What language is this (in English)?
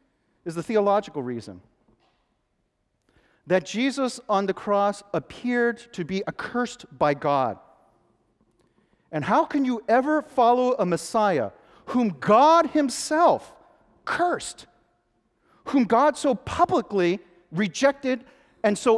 English